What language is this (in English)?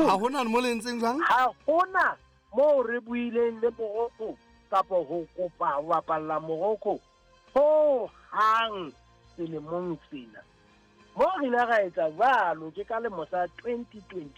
Southern Sotho